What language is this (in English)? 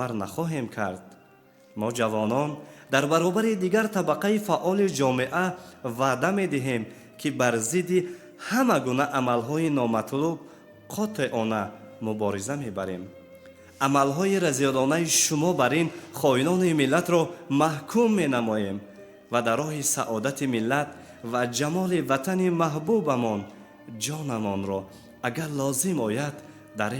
Tajik